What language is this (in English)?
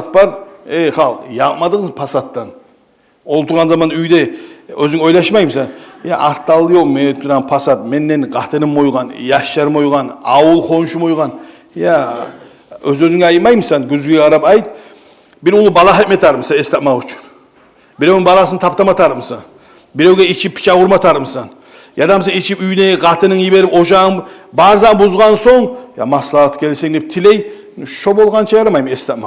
Kumyk